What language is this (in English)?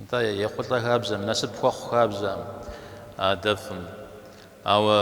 Kabardian